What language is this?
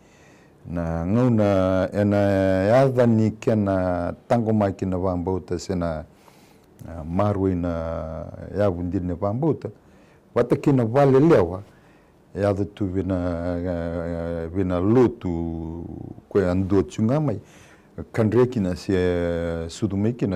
Fijian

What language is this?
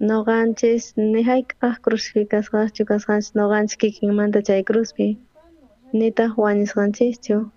South Bolivian Quechua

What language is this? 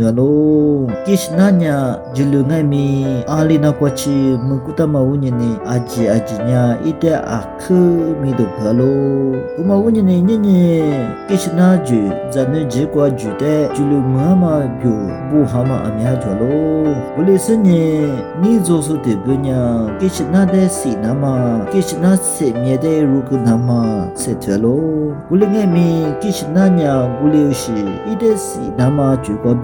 Lisu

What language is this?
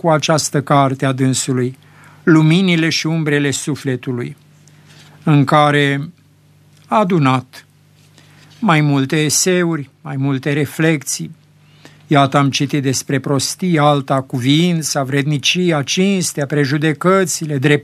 Romanian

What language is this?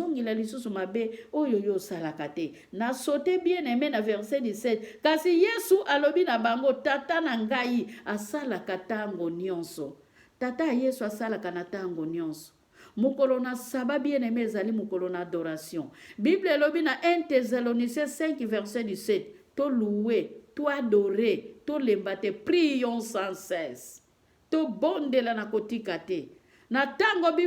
Lingala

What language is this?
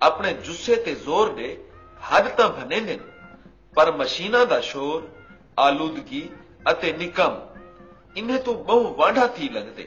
Saraiki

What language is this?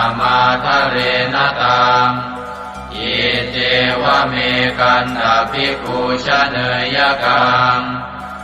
Pali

